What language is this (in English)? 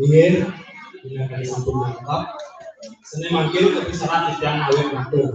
Balinese